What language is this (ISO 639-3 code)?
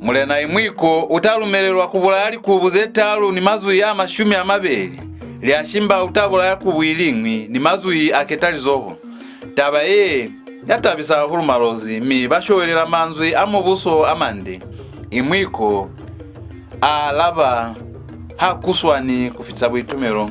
loz